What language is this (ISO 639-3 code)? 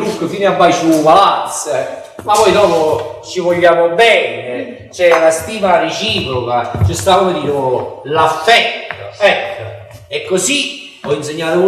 nap